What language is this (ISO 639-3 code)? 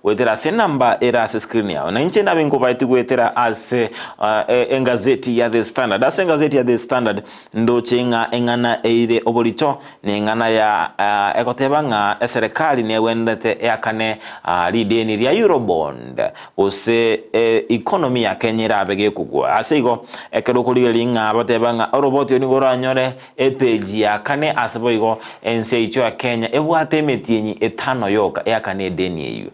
guz